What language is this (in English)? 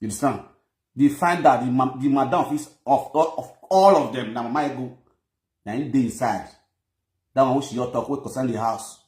Nigerian Pidgin